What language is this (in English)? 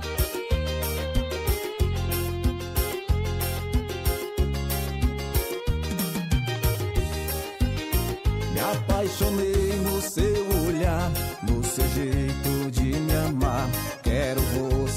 Portuguese